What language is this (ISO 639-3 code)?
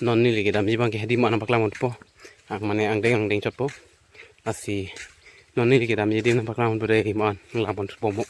mjw